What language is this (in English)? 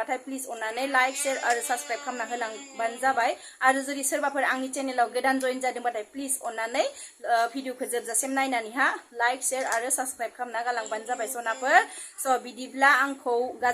Bodo